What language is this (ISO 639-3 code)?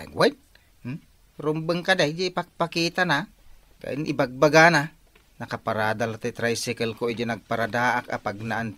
ilo